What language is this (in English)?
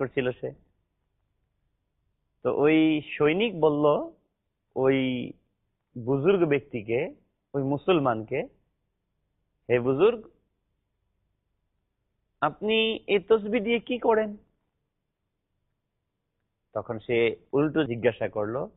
Bangla